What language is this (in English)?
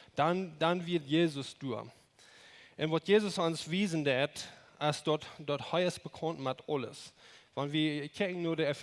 Plautdietsch